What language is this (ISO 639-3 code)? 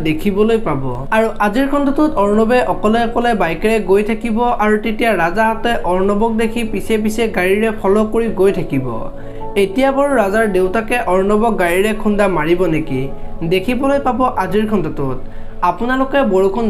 asm